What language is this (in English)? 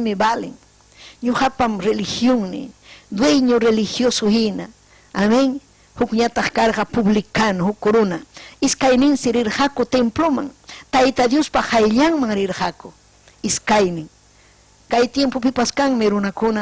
Ayacucho Quechua